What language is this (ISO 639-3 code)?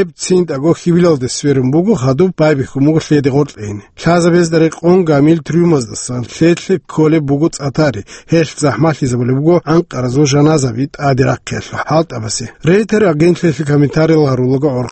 ava